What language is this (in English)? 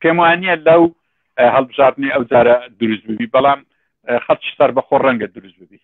Central Kurdish